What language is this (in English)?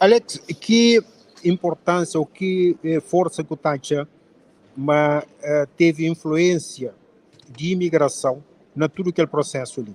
Kabuverdianu